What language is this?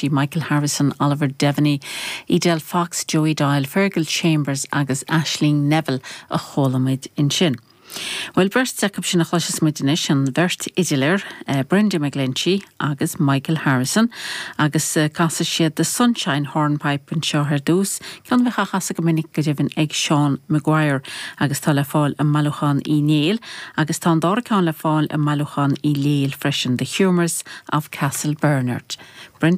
Irish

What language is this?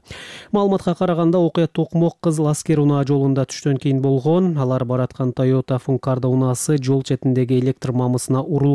Kyrgyz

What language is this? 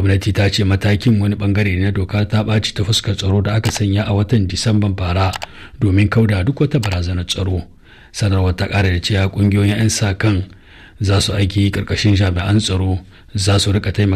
Hausa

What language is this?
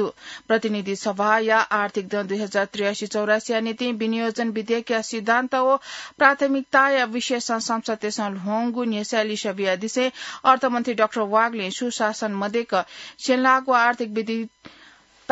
Newari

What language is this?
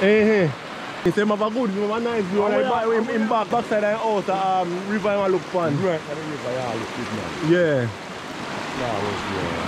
Jamaican Creole English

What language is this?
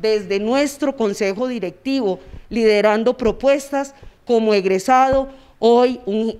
Spanish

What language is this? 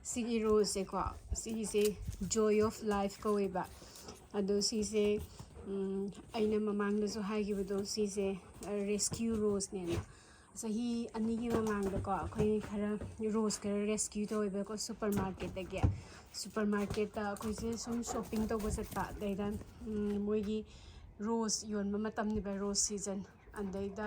Manipuri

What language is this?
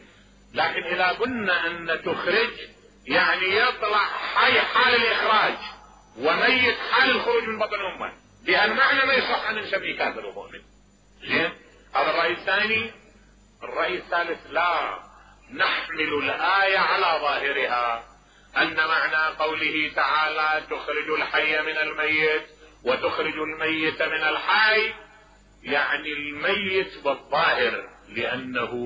Mesopotamian Arabic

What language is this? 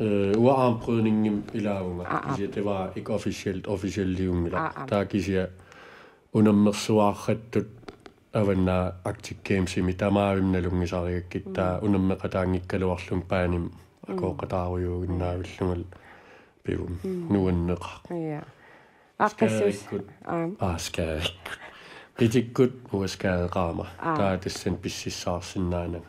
Kalaallisut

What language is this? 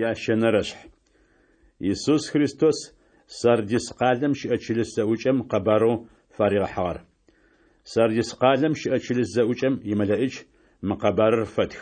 Adyghe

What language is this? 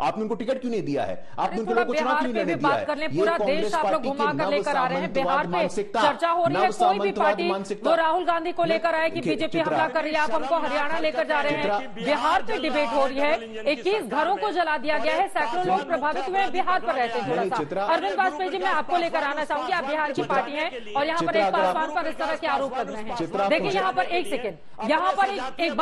Hindi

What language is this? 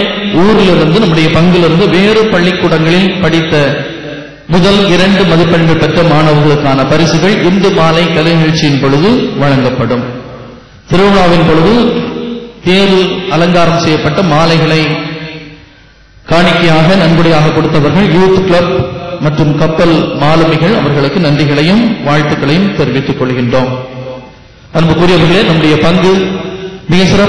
Tamil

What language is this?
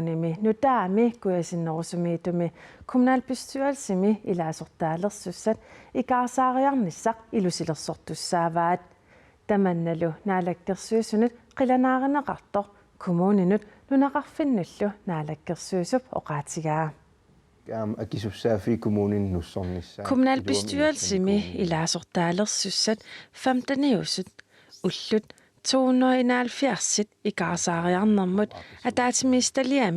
Kalaallisut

